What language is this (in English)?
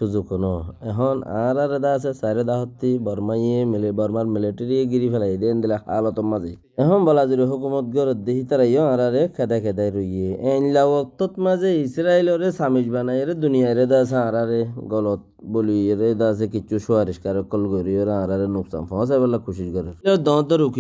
Rohingya